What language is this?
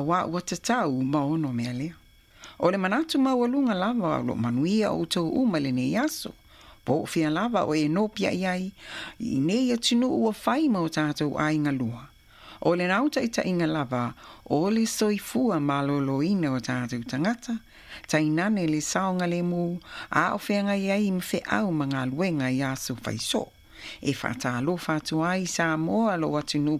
Samoan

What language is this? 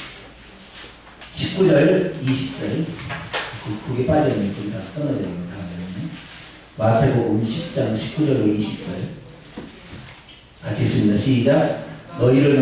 Korean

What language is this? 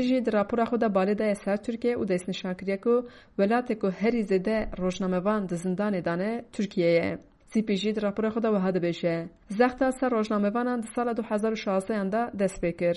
Kurdish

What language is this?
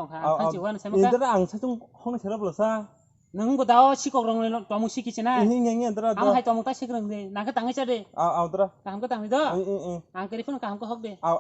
Kok Borok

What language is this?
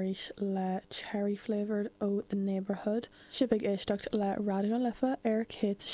Irish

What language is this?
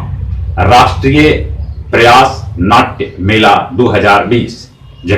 Magahi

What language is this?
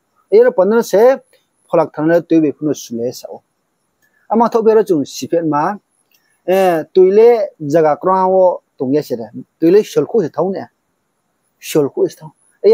Riang (India)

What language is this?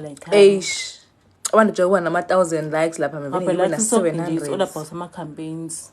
Zulu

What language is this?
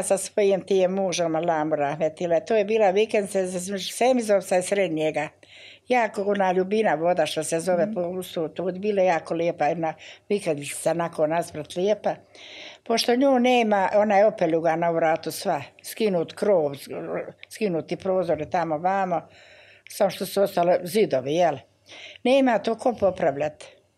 Bosnian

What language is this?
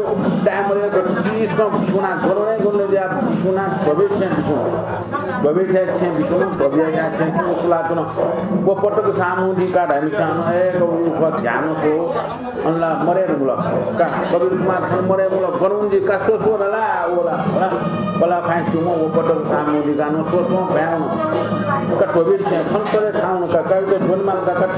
Newari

